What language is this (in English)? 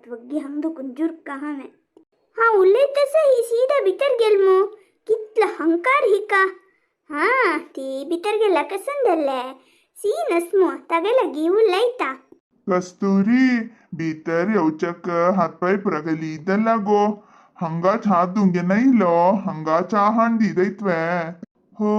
Konkani